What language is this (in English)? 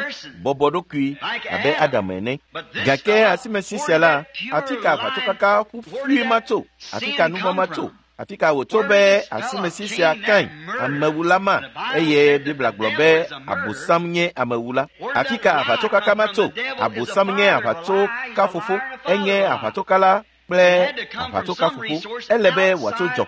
Ewe